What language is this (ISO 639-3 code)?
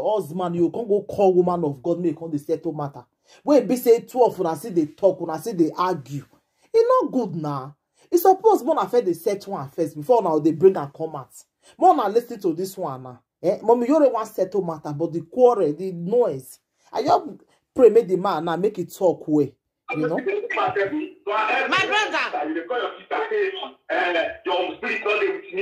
pcm